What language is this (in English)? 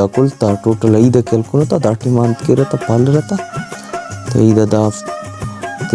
Brahui